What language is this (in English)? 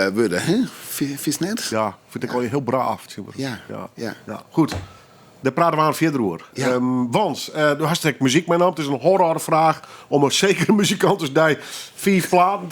Western Frisian